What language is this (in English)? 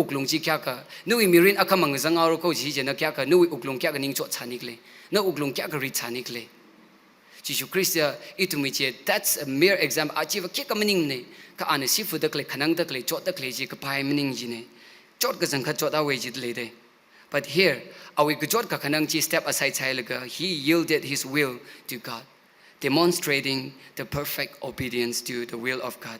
Tangkhul Naga (India)